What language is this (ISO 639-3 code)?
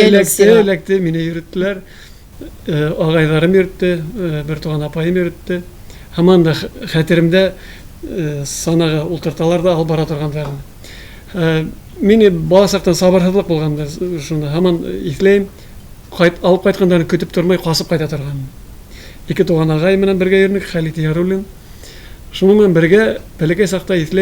tat